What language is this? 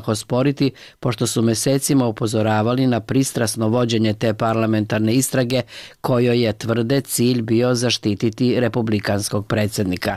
Serbian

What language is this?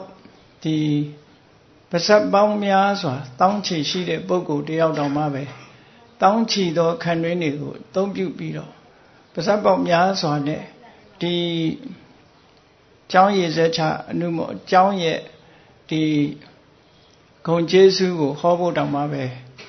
Burmese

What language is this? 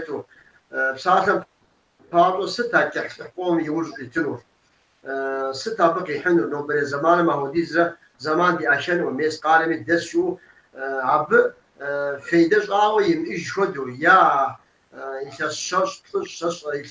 Kabardian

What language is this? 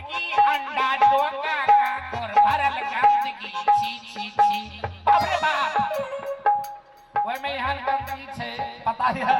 Maithili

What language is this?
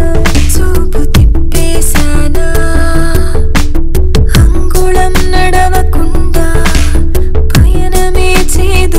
Telugu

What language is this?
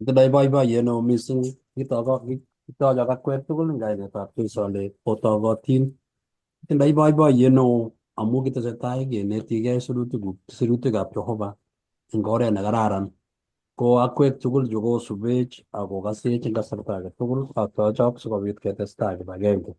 Kalenjin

